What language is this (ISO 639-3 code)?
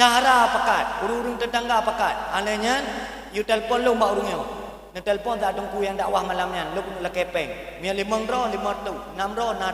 ace